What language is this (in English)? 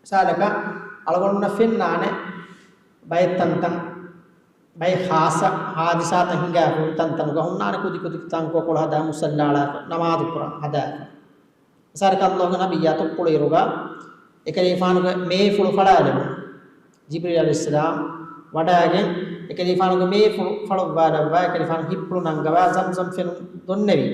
Divehi